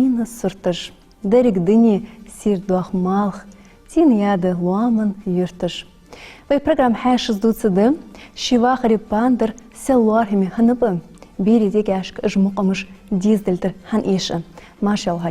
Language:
Ingush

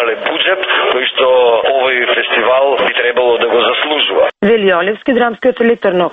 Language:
Macedonian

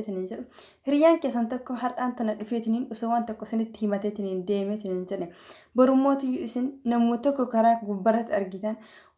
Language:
Oromo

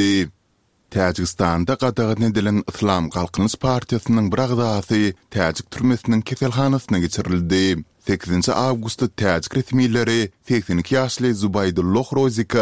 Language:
Turkmen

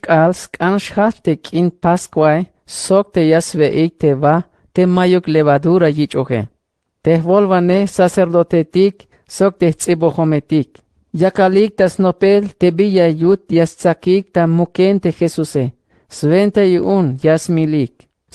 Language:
Tzeltal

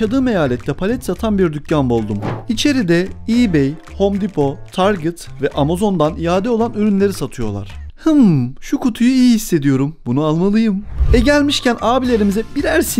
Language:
Turkish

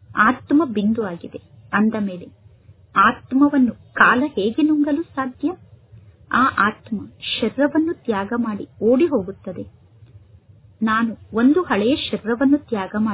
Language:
Kannada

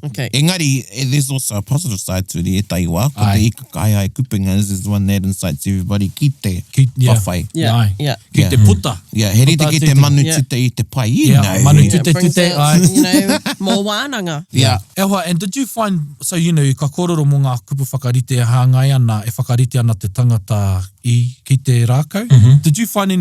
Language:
Māori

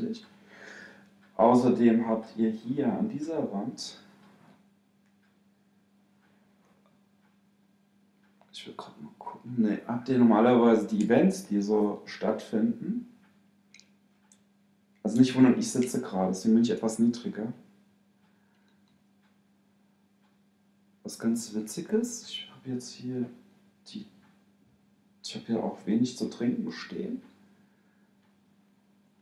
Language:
German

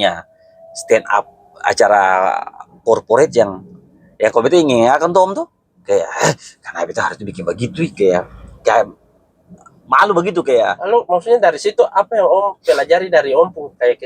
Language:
Ambonese Malay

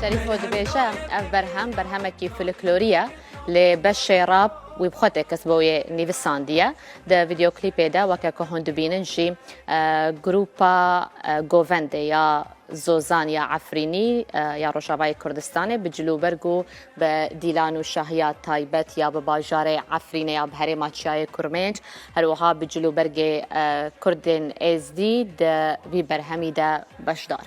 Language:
Kurdish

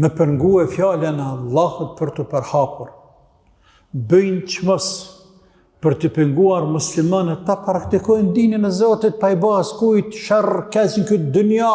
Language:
Albanian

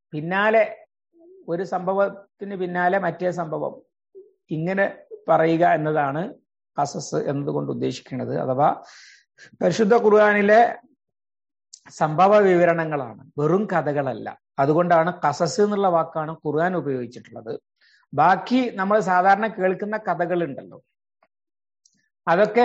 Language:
Malayalam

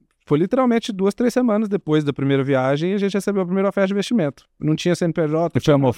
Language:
Portuguese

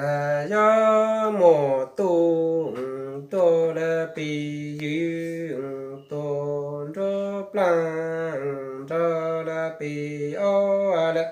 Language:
Hmong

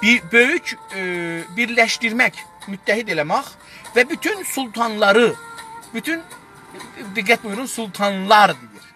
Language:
South Azerbaijani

